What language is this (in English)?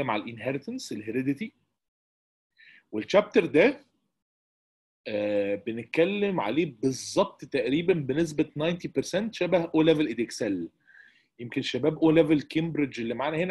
Egyptian Arabic